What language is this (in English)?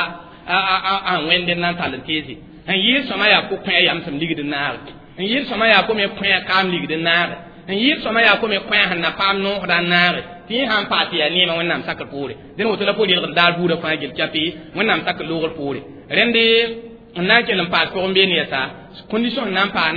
Mossi